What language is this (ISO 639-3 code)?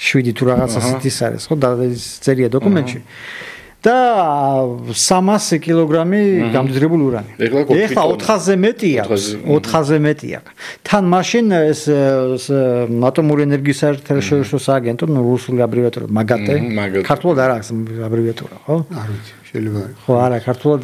kat